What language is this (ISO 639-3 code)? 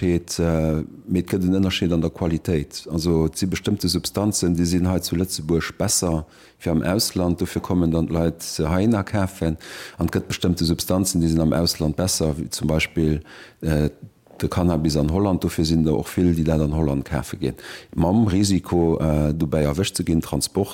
ltz